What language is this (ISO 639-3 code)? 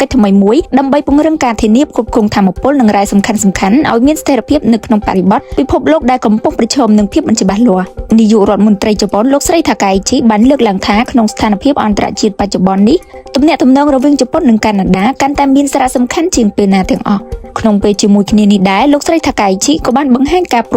khm